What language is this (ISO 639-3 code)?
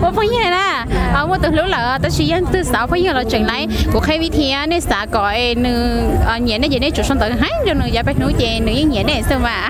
hmn